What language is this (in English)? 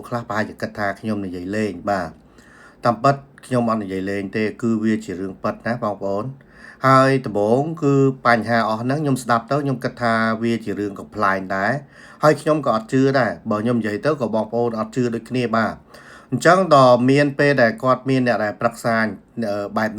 Khmer